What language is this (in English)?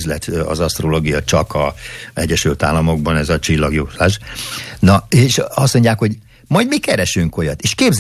Hungarian